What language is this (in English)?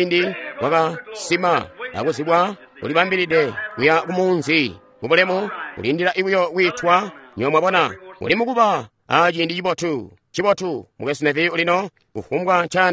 Tonga (Zambia)